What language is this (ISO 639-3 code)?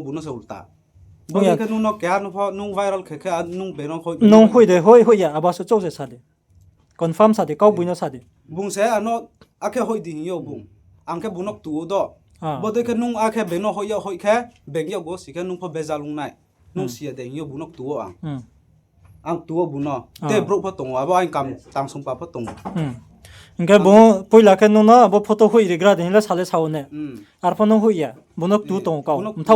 ria